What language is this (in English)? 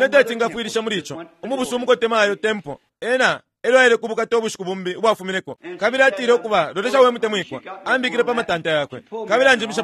Bemba